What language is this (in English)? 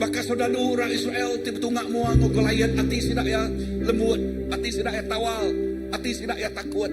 Iban